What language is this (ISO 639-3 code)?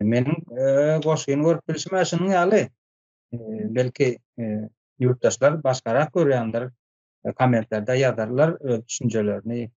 tuk